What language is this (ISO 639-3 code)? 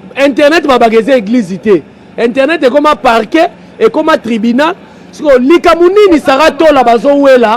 lin